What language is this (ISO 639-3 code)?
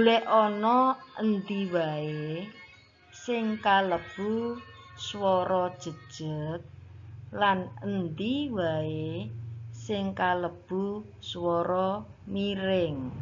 jav